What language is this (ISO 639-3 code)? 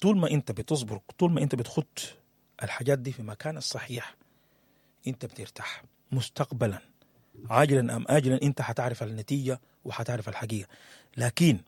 apd